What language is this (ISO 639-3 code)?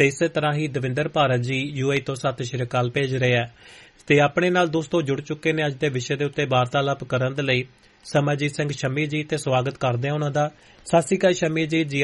pan